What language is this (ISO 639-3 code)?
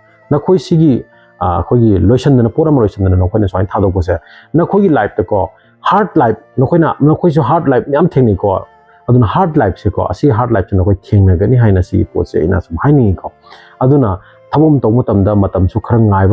mni